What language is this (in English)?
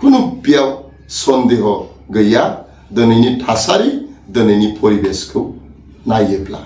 Bodo